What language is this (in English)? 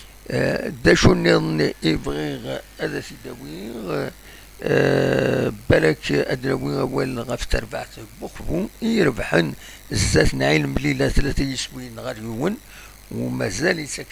Kabyle